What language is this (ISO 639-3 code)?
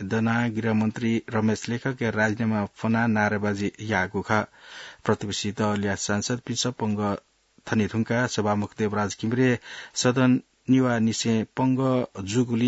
new